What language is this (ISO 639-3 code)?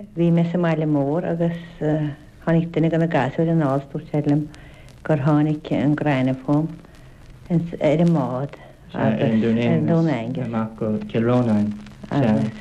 gle